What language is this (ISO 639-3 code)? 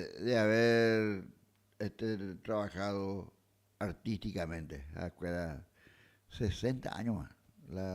grn